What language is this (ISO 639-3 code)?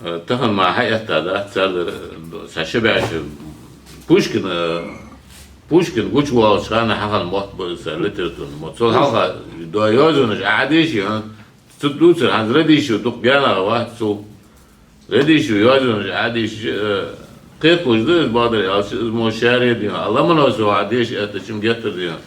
inh